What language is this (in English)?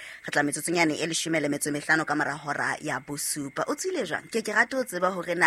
Southern Sotho